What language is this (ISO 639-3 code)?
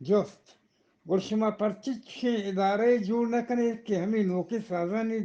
bgp